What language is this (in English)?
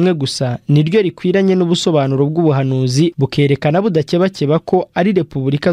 Kinyarwanda